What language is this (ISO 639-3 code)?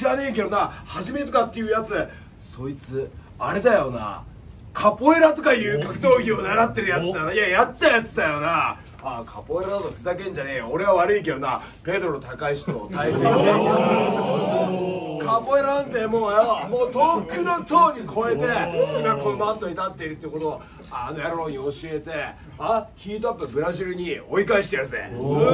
jpn